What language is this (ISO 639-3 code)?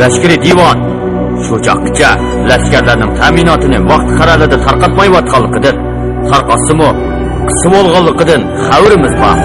uig